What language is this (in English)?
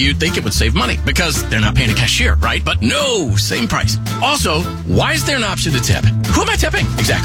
English